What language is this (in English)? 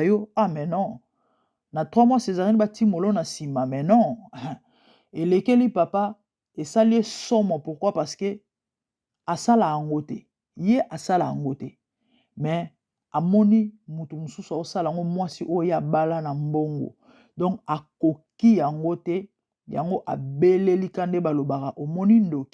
Lingala